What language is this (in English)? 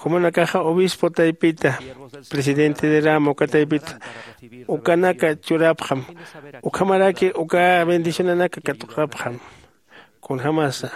Aymara